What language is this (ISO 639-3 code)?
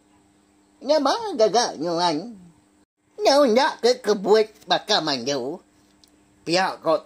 iba